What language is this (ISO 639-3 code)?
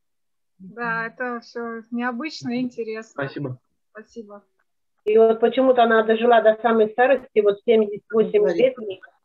rus